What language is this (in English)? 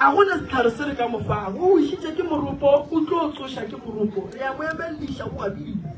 Northern Sotho